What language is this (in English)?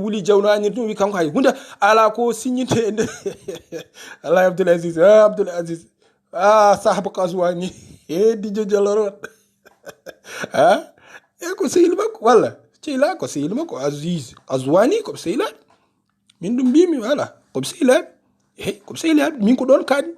Fula